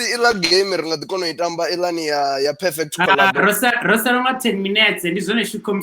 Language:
Venda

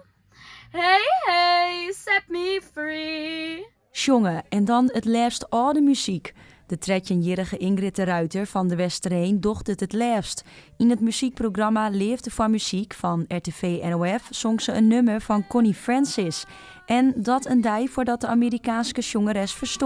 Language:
Western Frisian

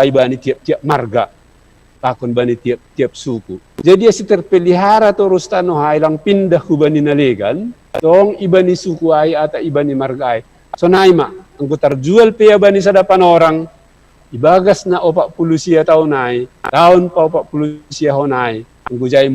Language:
Batak Simalungun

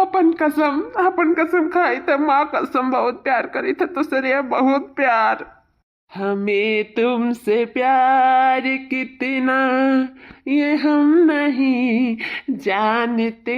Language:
Awadhi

